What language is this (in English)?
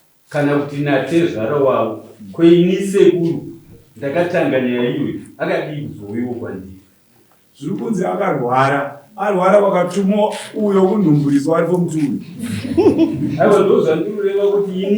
Shona